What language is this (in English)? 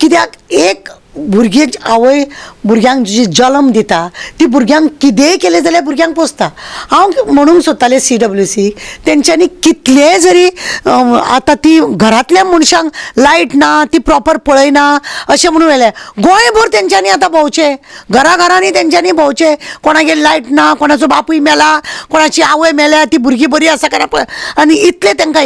Konkani